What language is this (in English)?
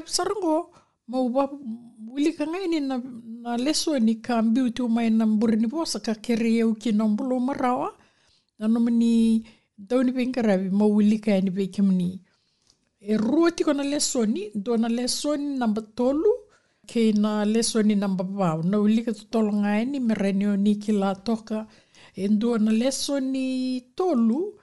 Fijian